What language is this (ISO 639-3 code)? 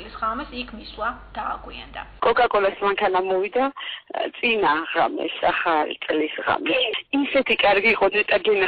kat